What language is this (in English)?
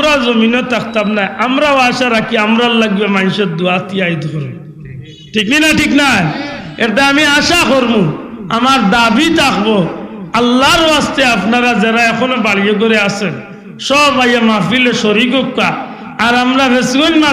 Sylheti